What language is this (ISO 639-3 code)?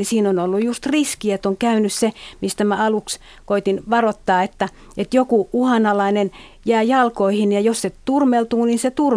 fin